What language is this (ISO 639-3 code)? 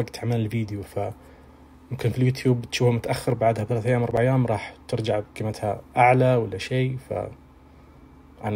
ars